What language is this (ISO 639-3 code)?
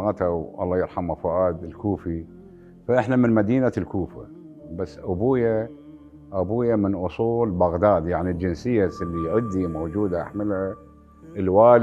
acm